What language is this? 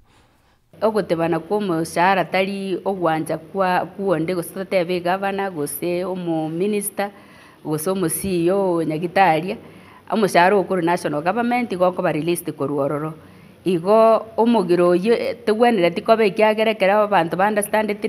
Gusii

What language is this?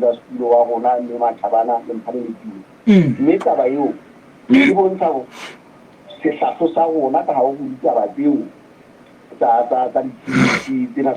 Southern Sotho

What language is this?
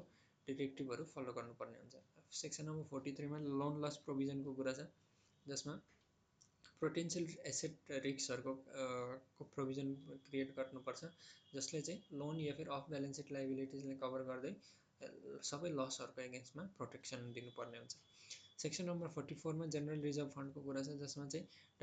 Nepali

